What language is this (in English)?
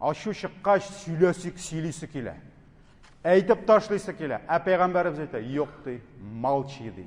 Tatar